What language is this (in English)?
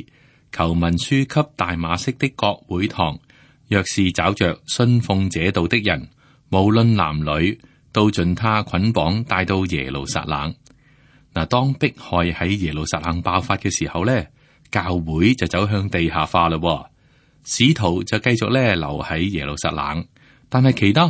Cantonese